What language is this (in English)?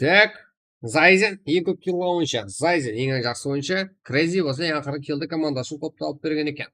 Kara-Kalpak